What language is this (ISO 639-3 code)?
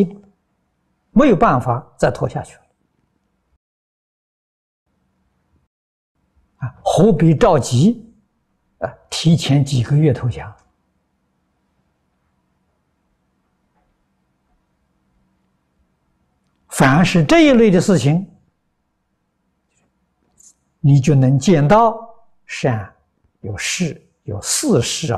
zho